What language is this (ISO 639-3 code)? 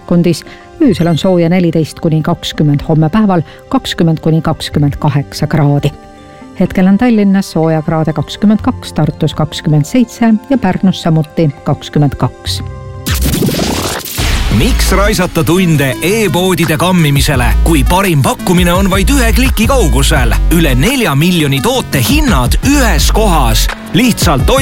est